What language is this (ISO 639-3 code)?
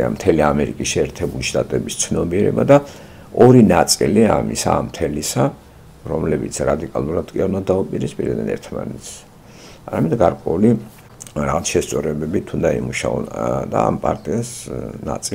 kat